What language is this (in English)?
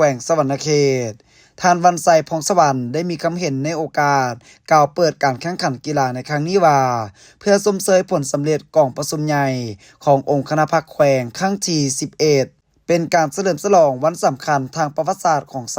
Lao